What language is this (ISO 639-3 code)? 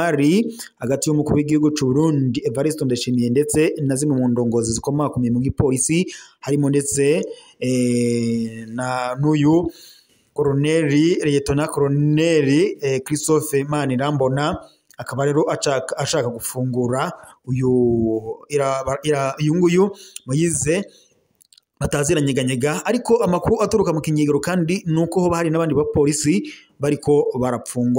run